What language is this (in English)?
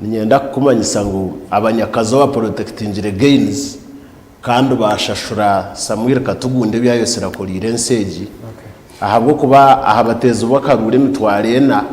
Nyankole